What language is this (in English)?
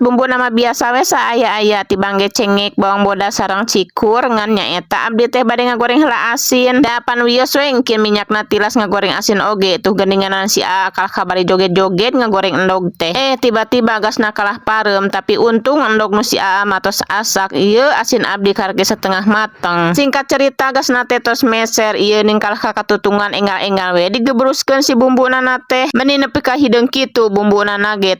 Sundanese